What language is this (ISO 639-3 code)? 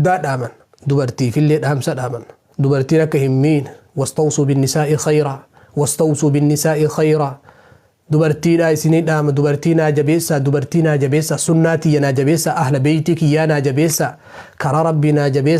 orm